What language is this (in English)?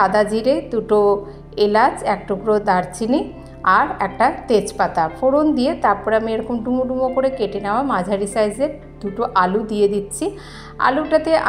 Bangla